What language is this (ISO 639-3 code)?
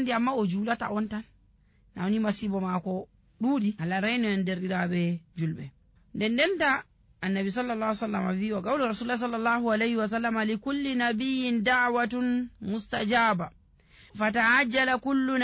fuv